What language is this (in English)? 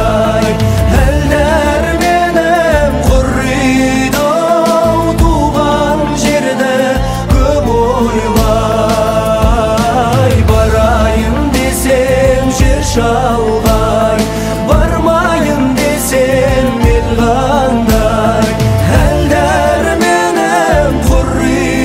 Kazakh